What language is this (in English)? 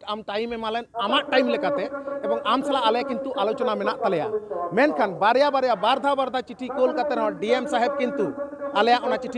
Santali